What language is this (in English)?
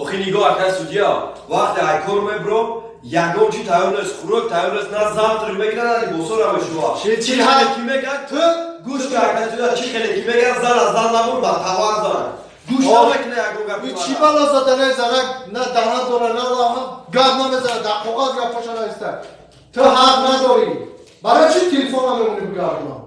Tajik